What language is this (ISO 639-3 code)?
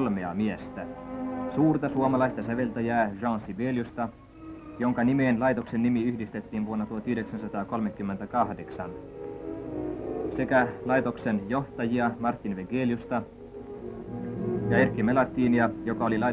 fin